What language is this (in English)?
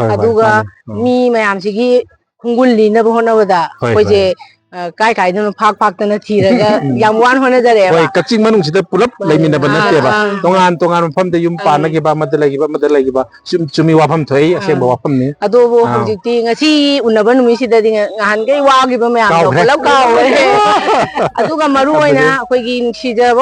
Manipuri